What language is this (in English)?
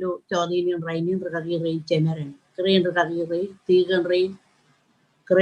Marshallese